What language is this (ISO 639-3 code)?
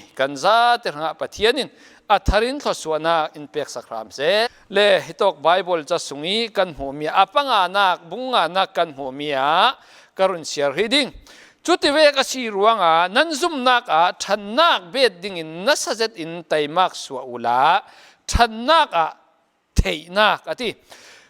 cfm